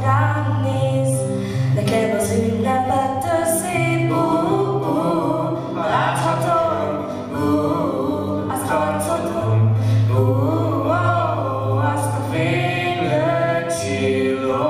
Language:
Hungarian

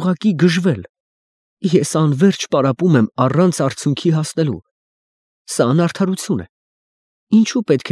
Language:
Armenian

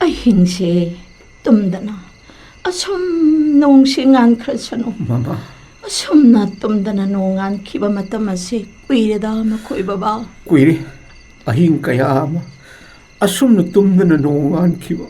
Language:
Manipuri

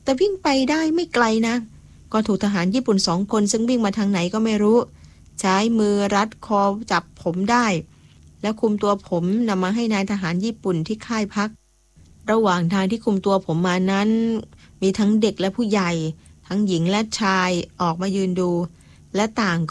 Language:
Thai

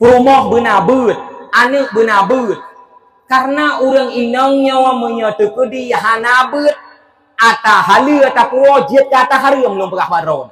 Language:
Achinese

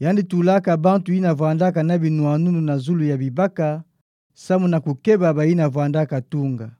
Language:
Kituba (Democratic Republic of Congo)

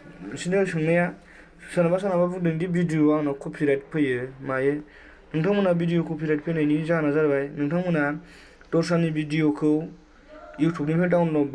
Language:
Bodo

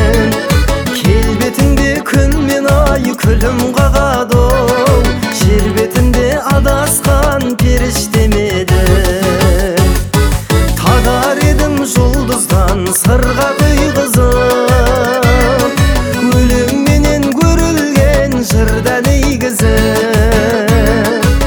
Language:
Kazakh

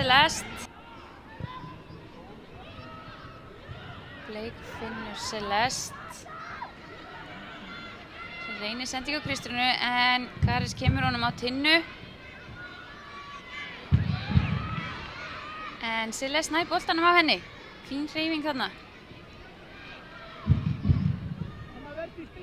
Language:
Icelandic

